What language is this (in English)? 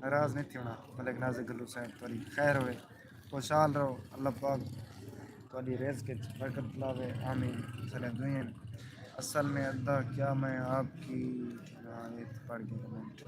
Saraiki